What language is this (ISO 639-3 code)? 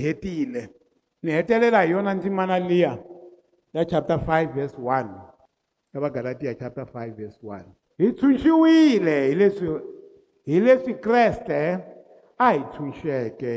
tso